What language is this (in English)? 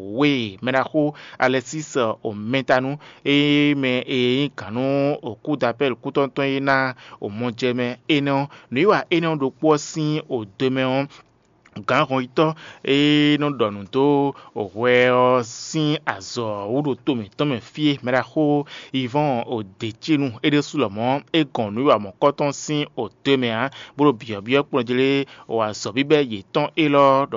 Fon